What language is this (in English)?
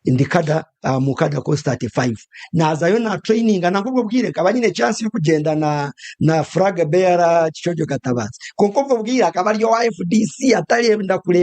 Nyankole